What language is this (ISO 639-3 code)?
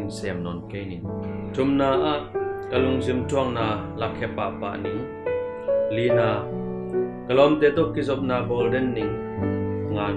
ctd